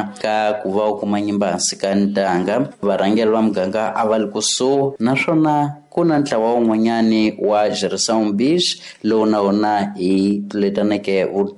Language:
Tsonga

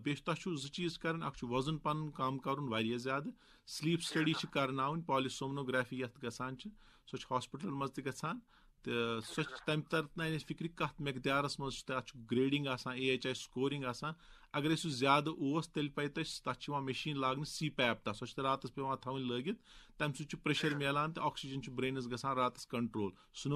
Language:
Kashmiri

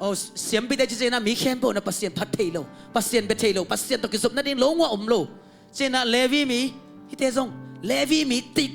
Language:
Tedim Chin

